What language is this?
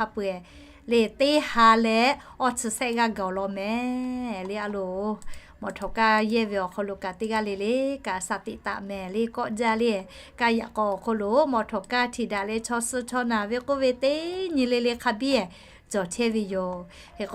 Lahu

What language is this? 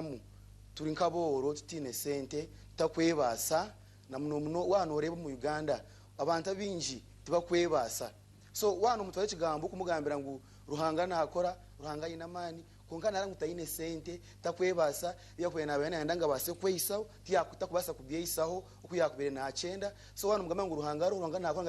Nyankole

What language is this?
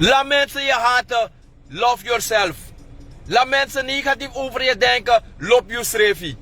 Sranan Tongo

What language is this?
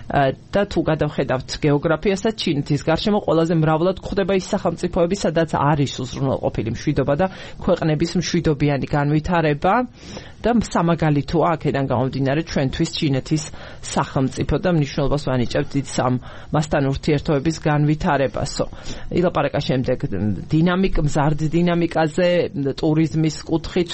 Georgian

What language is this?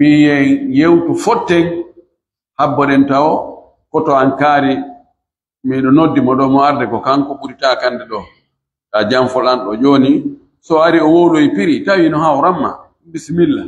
Pular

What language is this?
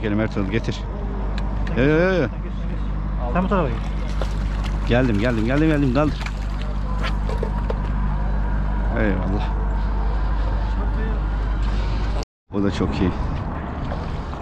Turkish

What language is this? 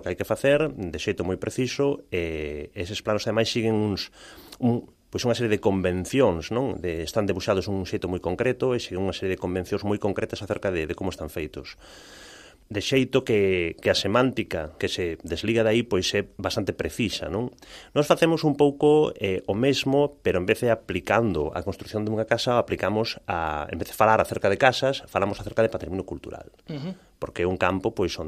Galician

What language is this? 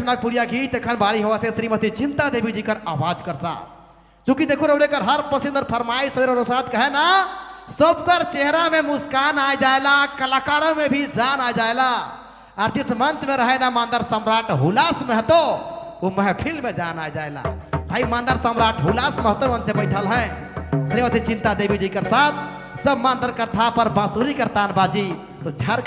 Sadri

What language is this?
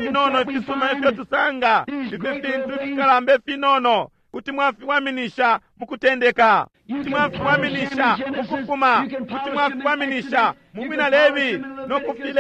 Bemba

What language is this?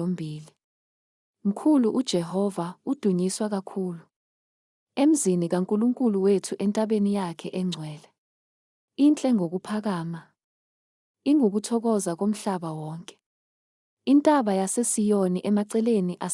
Zulu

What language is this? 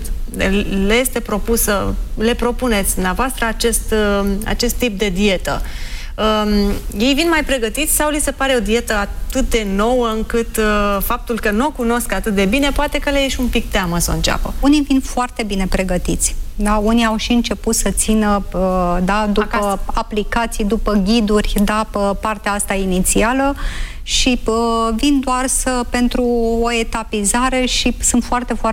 Romanian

